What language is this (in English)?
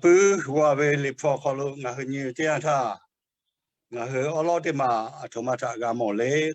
Lahu